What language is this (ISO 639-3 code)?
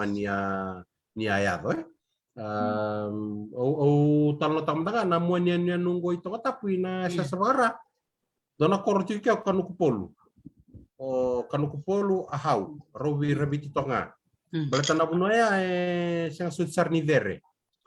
fij